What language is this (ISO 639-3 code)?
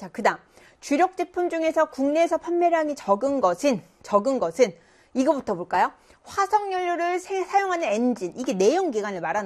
kor